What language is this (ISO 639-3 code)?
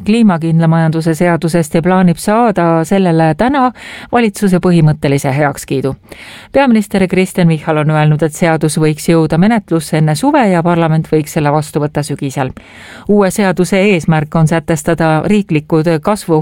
est